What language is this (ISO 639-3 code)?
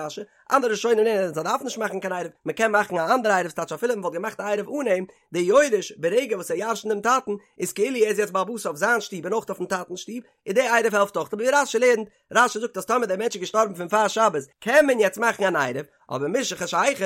yid